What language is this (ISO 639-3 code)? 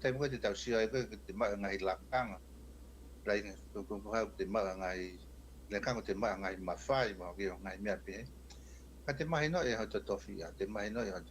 ton